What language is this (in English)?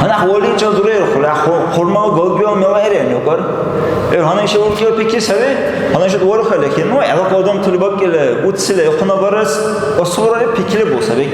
Dargwa